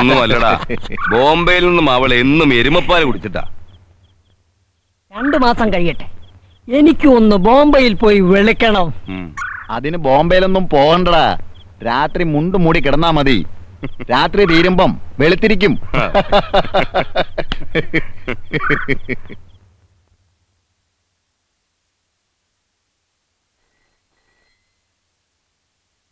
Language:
Malayalam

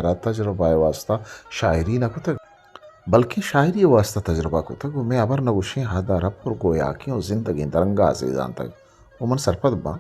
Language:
Eastern Balochi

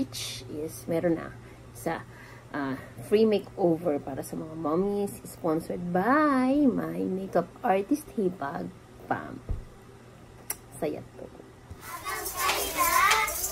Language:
Filipino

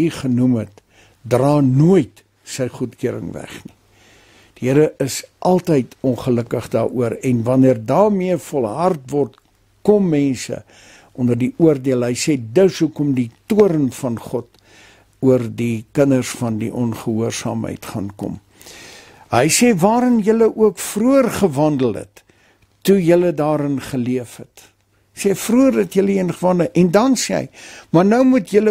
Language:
Afrikaans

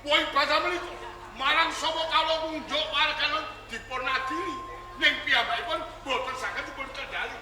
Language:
Javanese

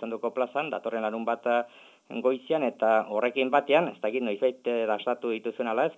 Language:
Basque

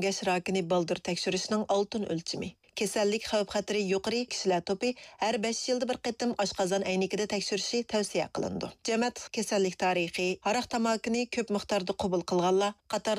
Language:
Uyghur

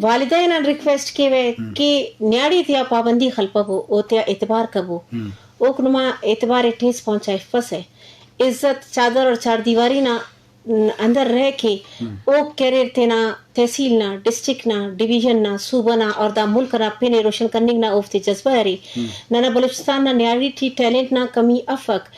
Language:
Eastern Balochi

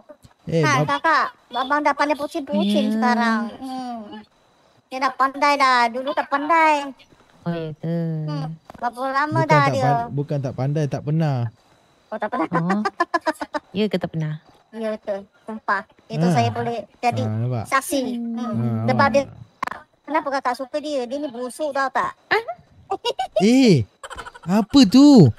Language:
Malay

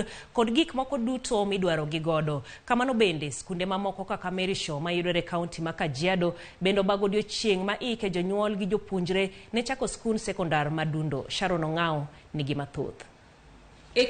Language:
Luo (Kenya and Tanzania)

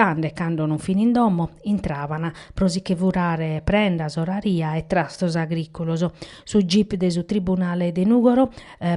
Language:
Sardinian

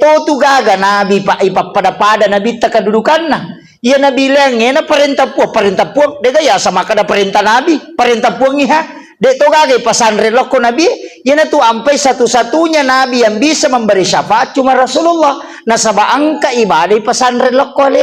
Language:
Buginese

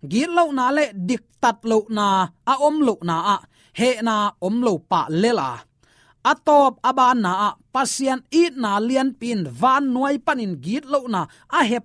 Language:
Tedim Chin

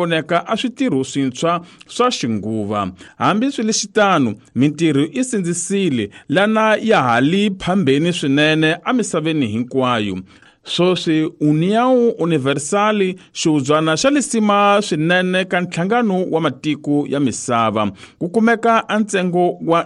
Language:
Tsonga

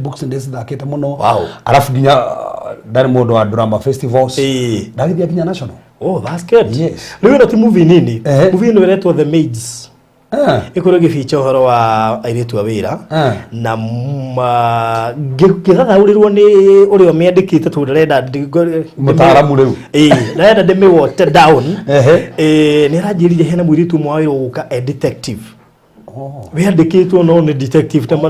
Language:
Kikuyu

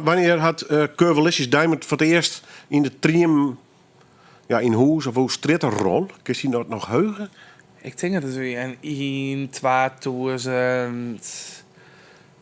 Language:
Western Frisian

